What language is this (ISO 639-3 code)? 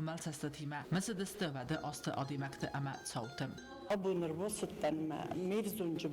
oss